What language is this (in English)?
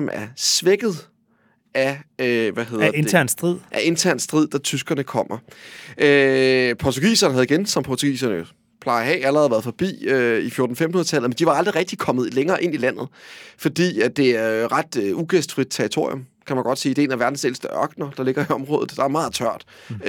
Danish